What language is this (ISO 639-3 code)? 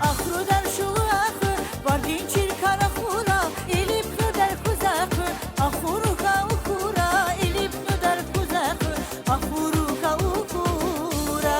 tab